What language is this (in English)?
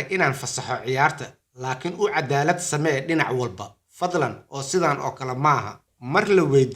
Somali